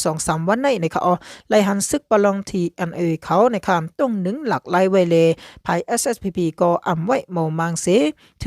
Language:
Shan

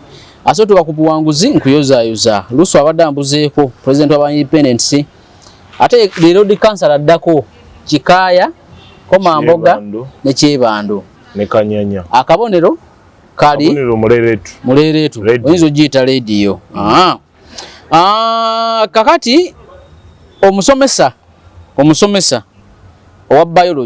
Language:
Ganda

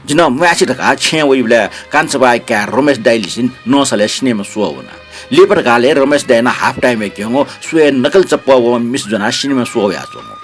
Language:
Newari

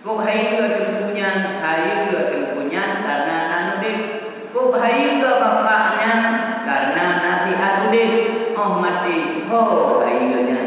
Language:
Achinese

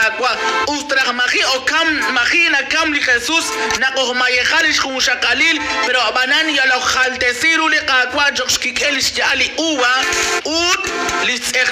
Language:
Kekchí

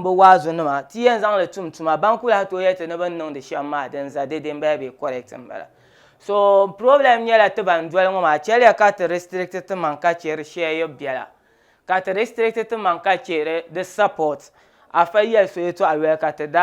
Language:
Dagbani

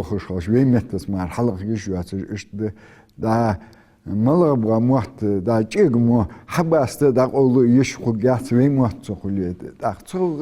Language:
Ingush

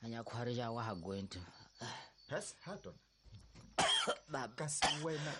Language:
Tsonga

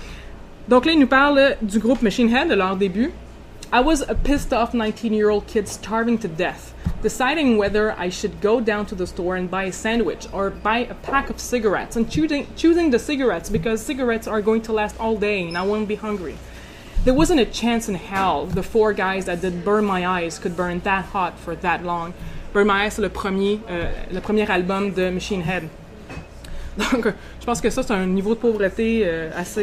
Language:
French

